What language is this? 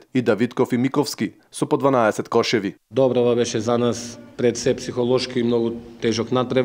Macedonian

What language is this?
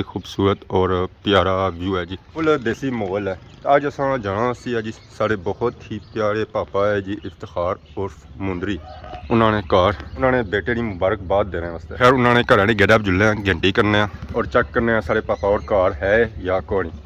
Pahari-Potwari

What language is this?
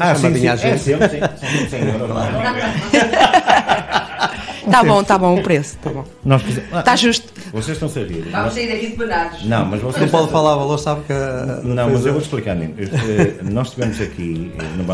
Portuguese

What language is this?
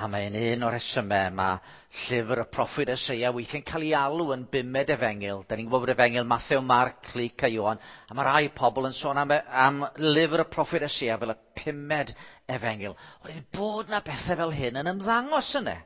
Welsh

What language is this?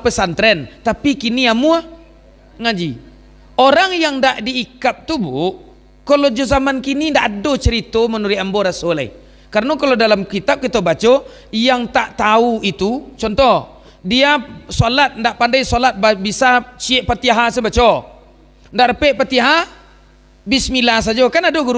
Minangkabau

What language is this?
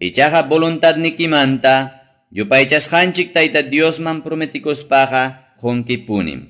Ayacucho Quechua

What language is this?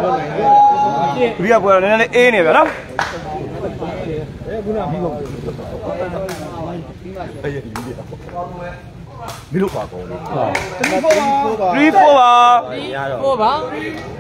Burmese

